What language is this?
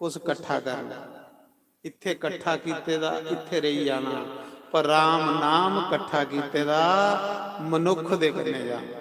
Dogri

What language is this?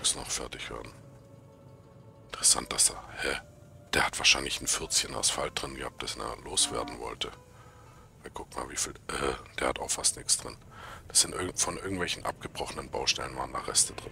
German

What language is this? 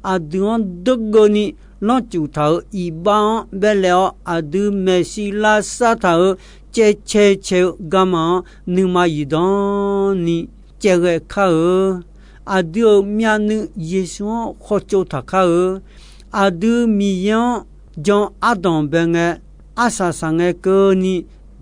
Akha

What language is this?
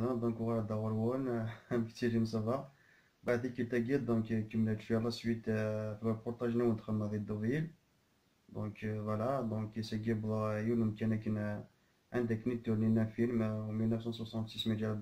Kabyle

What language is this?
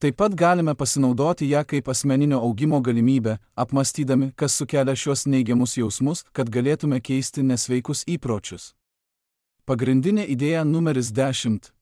Lithuanian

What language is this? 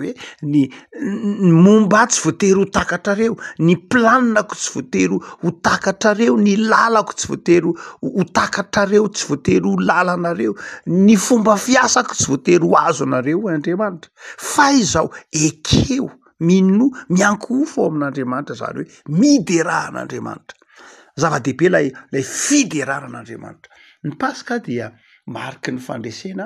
Malagasy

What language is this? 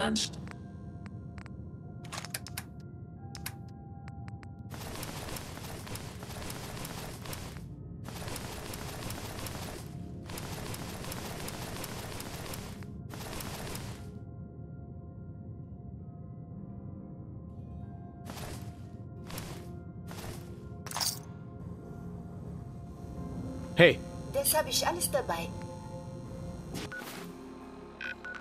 German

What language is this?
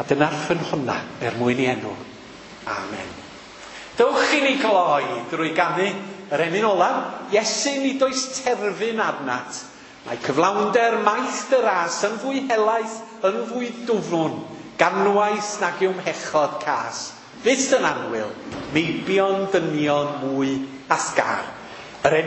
Welsh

